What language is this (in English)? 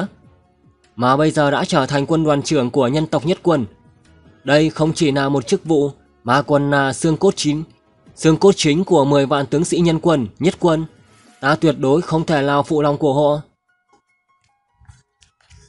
Vietnamese